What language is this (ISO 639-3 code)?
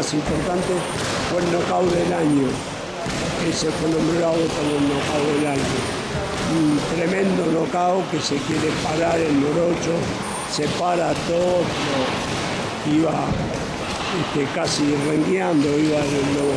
spa